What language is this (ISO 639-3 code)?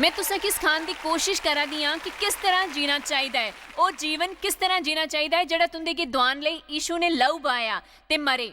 doi